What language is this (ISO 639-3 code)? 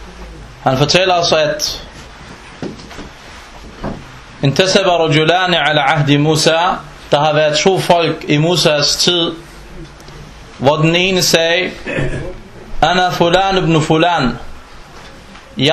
dan